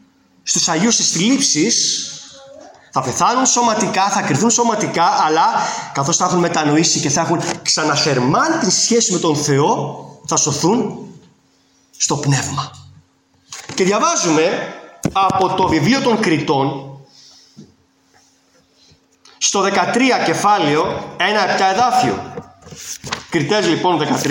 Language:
Greek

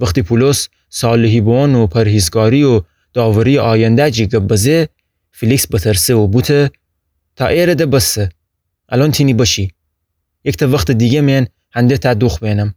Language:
Gilaki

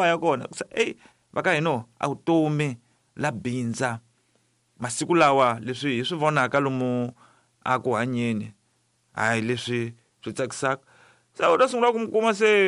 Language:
Tsonga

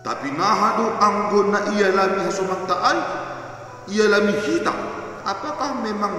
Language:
Batak Simalungun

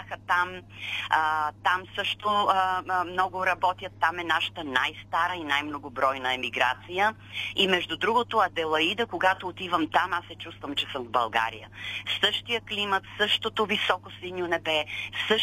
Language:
Bulgarian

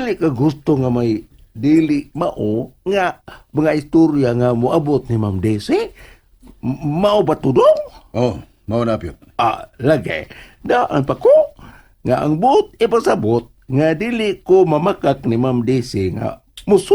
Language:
Cebuano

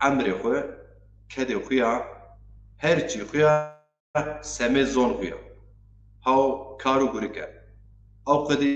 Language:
Zaza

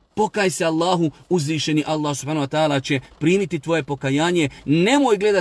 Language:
Bosnian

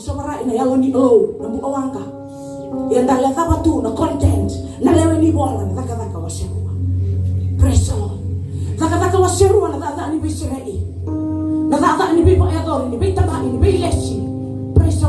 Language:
Fijian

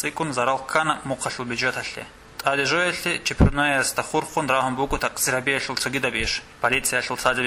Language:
Avaric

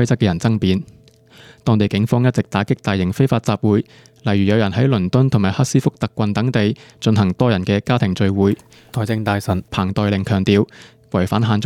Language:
Cantonese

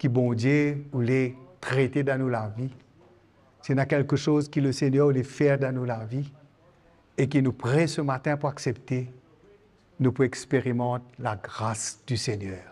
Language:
Morisyen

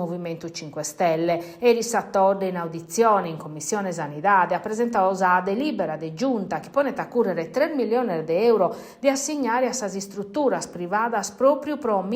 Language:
Sardinian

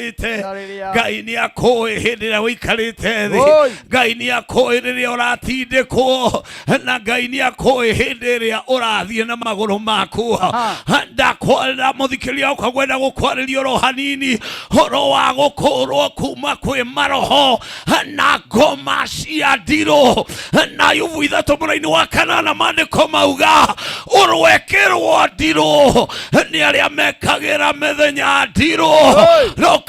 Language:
Kikuyu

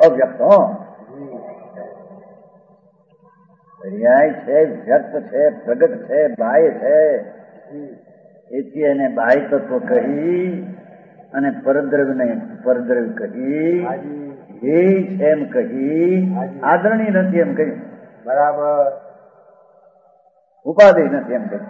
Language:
Gujarati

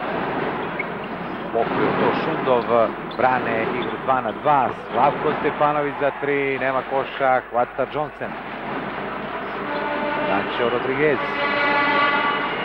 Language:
Serbian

